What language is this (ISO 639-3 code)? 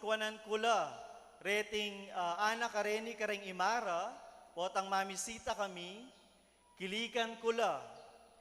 pam